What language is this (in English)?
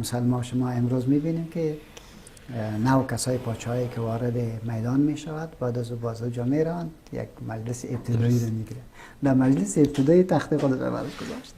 Persian